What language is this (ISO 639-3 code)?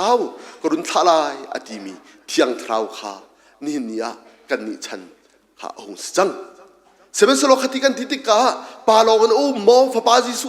cnh